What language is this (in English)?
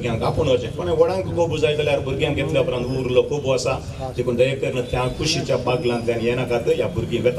Konkani